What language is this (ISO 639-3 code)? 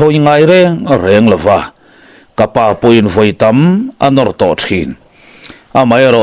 lus